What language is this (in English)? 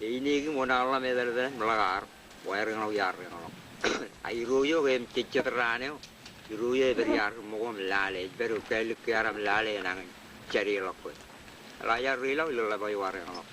Marshallese